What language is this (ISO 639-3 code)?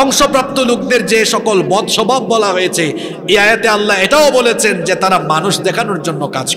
ben